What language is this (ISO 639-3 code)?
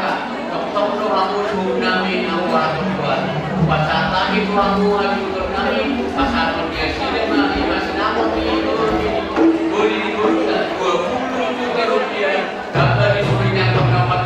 bbc